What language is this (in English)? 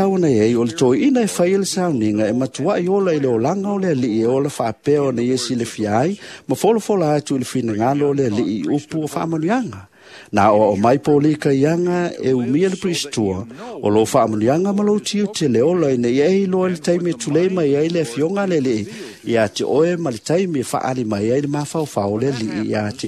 Samoan